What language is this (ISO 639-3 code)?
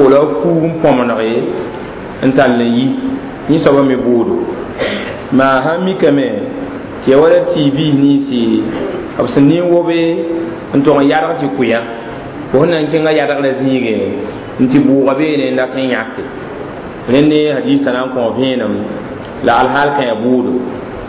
mos